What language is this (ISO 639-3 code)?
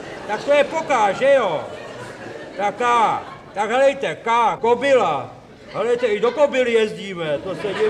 ces